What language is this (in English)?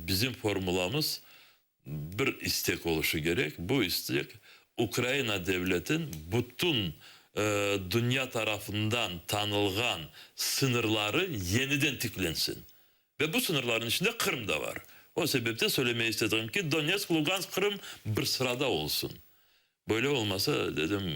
Crimean Tatar